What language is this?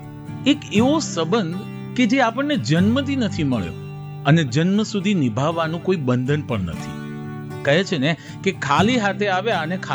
Gujarati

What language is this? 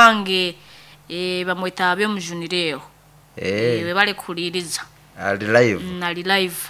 Nyoro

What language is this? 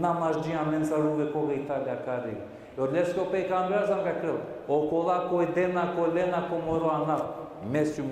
Balkan Romani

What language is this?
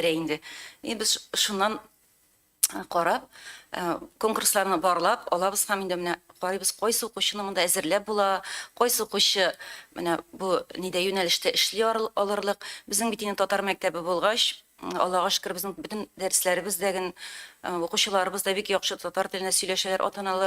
Tatar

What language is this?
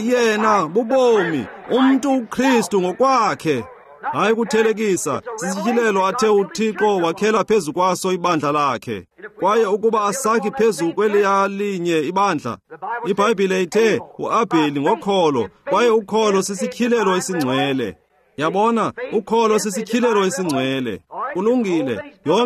Xhosa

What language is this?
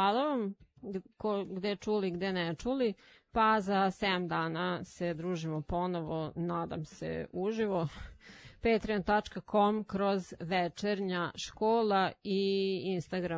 Serbian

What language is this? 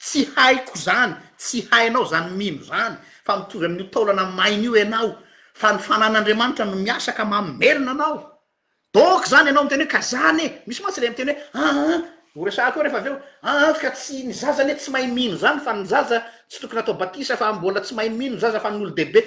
Malagasy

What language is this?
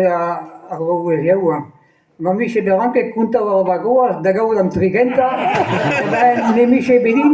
Breton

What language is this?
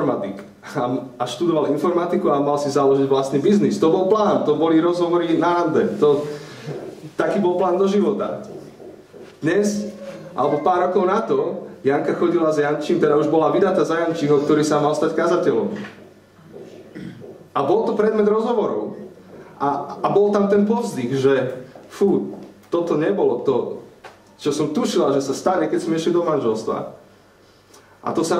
Slovak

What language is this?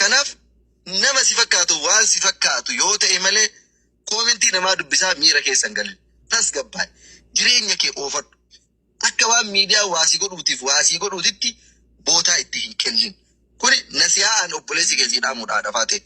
Oromo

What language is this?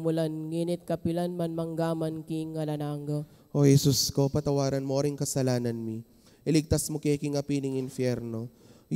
Pampanga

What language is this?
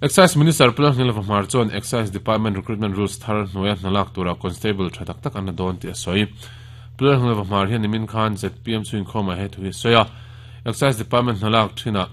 Mizo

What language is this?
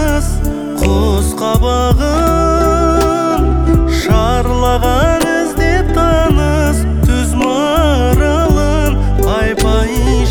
Kazakh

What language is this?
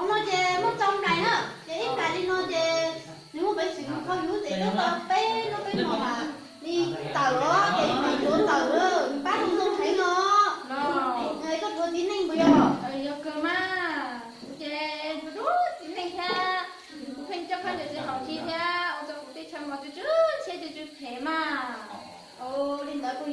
Hmong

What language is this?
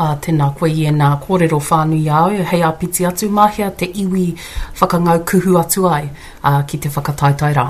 Māori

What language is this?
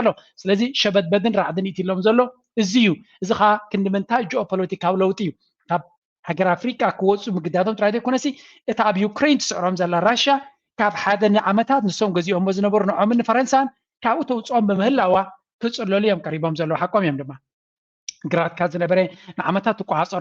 Tigrinya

